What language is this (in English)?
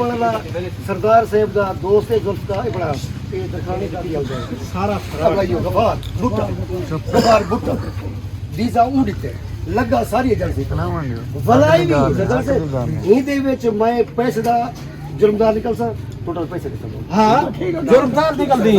Saraiki